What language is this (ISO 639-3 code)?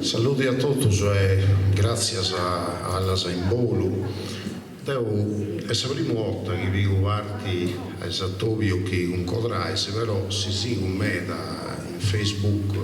srd